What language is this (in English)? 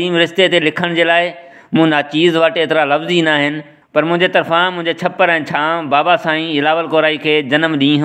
Sindhi